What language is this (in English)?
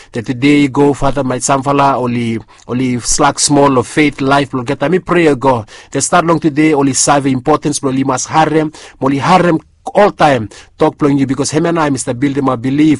Bislama